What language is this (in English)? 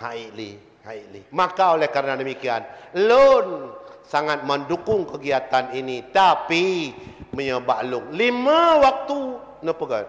Achinese